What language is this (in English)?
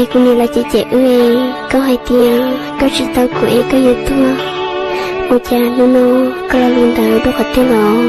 Hmong